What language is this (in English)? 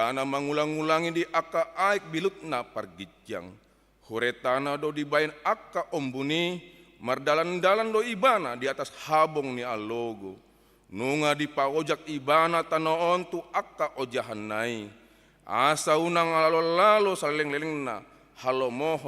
Batak Toba